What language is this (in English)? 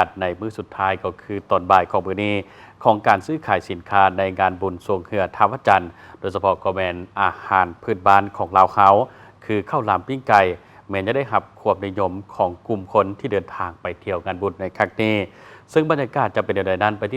Lao